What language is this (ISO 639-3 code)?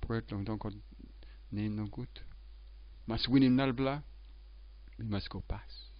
tpi